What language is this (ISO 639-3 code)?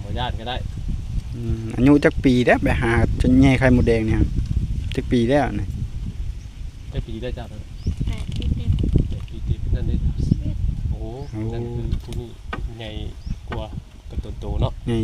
tts